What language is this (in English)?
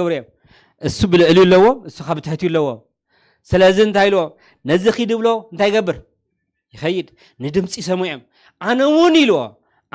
Tigrinya